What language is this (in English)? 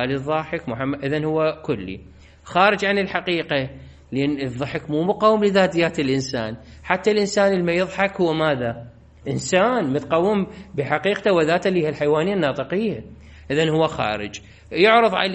Mesopotamian Arabic